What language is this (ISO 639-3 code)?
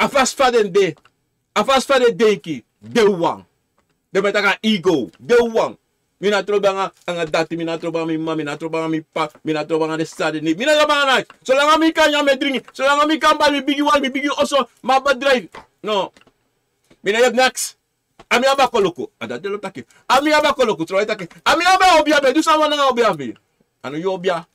srn